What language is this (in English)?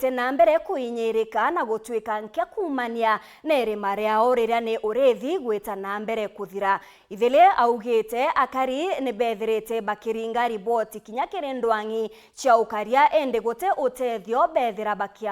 Meru